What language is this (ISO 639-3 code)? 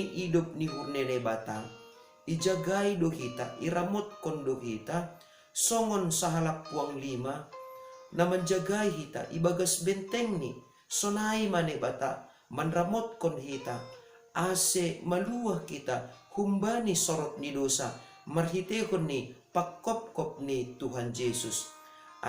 bts